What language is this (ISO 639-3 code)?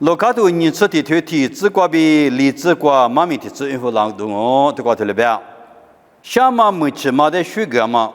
lis